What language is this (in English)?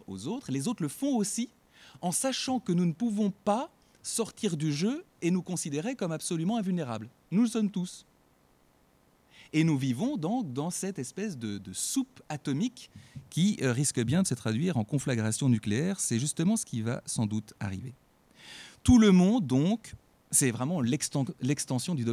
French